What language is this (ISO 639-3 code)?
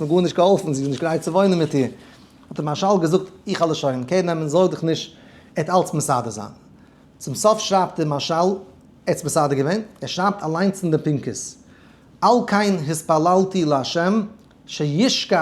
yid